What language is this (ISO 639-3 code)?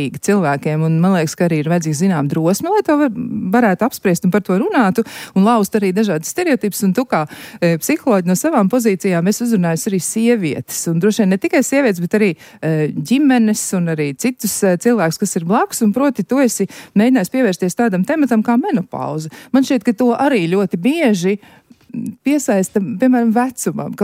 lav